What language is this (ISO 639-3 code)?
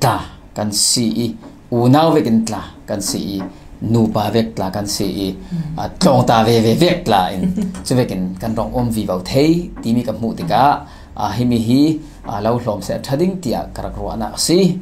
cfm